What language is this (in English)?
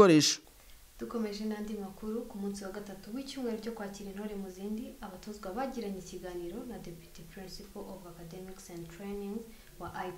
Kinyarwanda